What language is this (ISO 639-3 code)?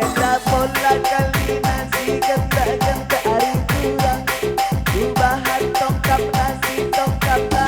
btx